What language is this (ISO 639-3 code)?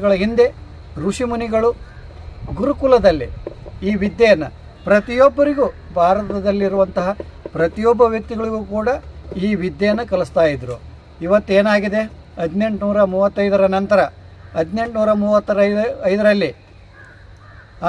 kan